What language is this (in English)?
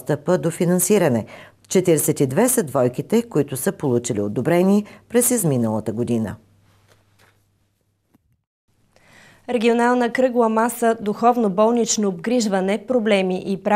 Bulgarian